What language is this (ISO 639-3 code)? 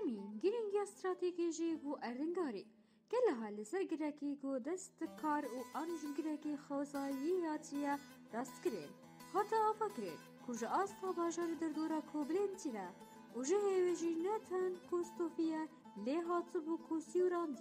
kur